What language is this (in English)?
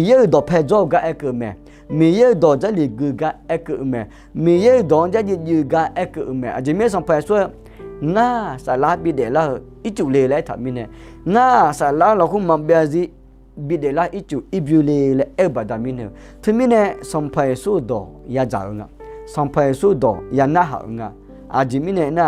Akha